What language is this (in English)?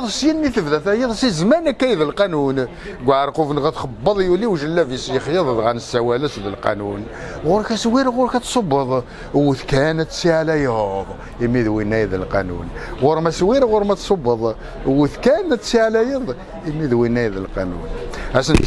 Kabyle